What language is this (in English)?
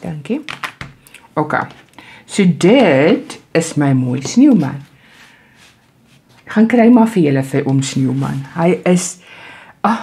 Afrikaans